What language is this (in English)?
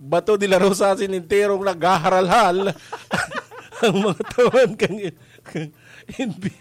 Bikol